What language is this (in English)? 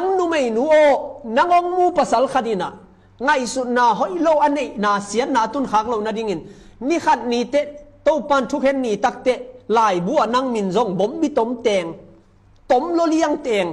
Tedim Chin